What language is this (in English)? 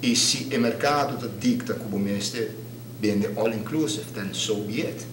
Papiamento